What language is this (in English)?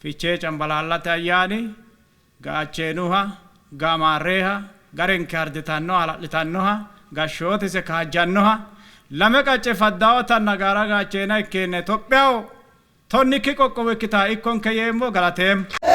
Sidamo